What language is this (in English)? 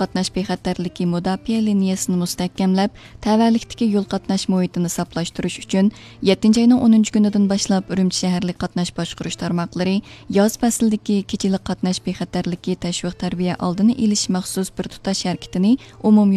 Uyghur